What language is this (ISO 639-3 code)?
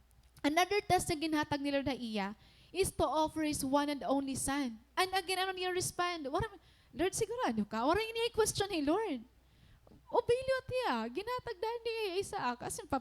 war